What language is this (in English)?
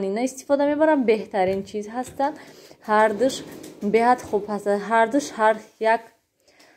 Tajik